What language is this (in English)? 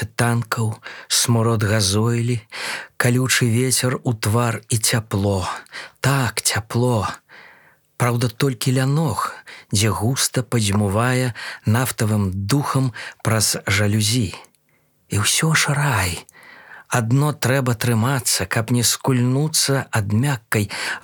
Belarusian